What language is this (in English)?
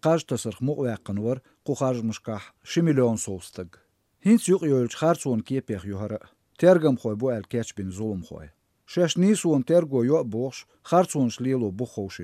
Chechen